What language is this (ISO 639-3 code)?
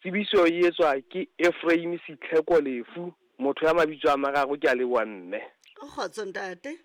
sot